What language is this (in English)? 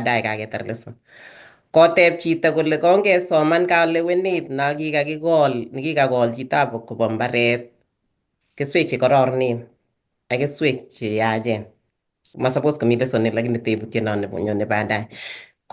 Kalenjin